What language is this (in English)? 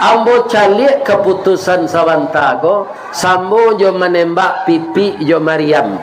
Minangkabau